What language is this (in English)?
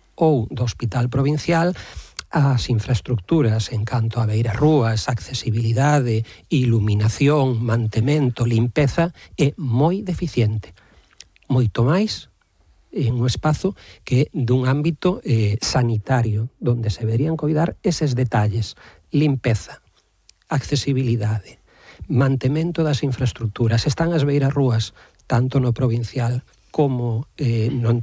Galician